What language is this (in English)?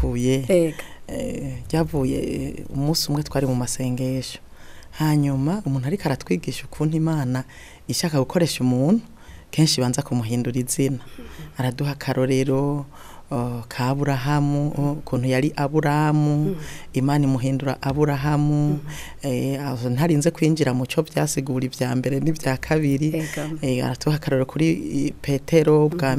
Rundi